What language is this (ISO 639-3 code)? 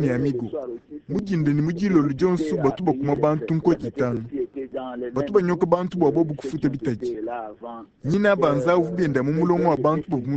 lua